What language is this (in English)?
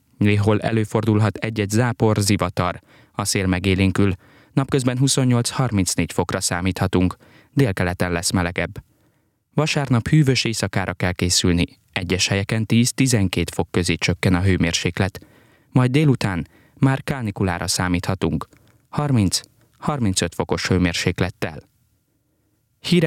Hungarian